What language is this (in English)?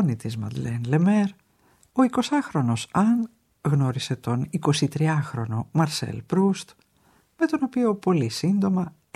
Greek